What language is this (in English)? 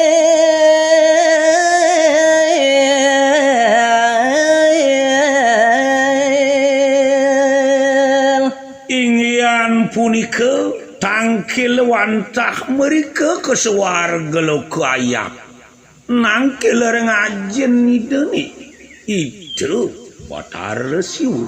Balinese